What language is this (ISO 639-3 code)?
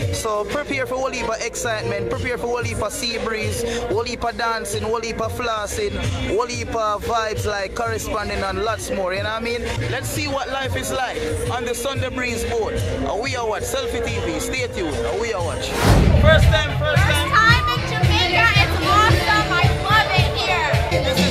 jam